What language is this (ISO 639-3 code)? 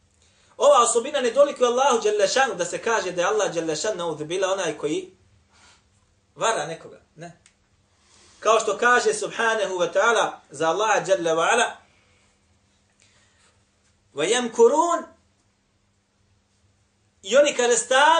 bos